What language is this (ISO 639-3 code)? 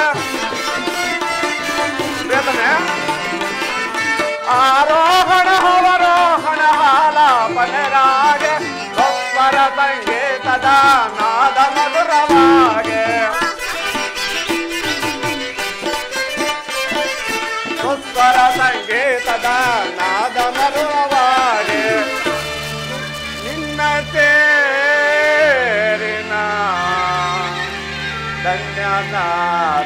kan